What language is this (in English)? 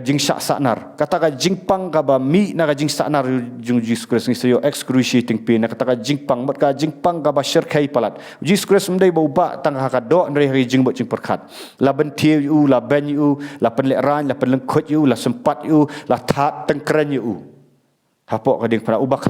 Khasi